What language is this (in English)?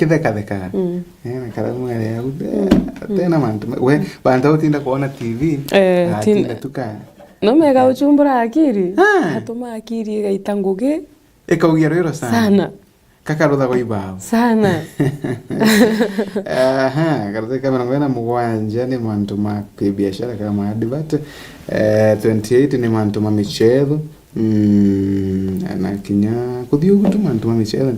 Meru